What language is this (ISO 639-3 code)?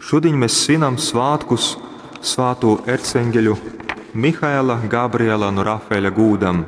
ltg